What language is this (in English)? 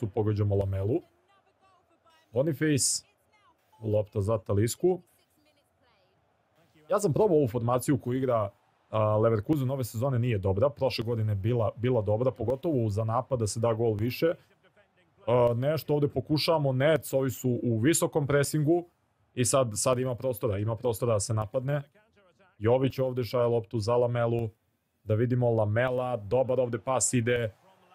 Serbian